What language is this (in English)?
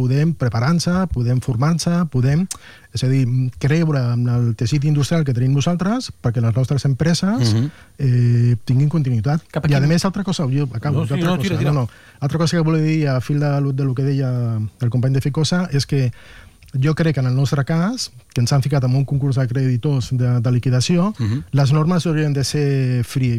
Catalan